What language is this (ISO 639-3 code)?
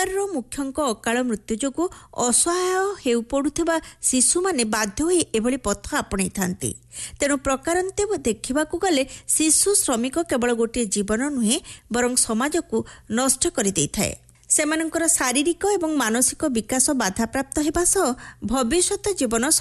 ori